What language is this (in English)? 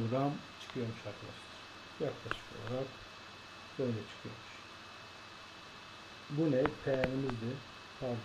Turkish